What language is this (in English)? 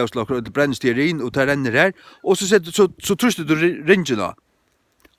Faroese